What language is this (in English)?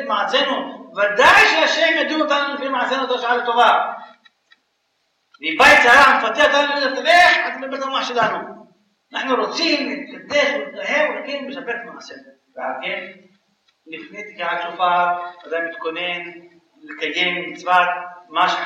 Hebrew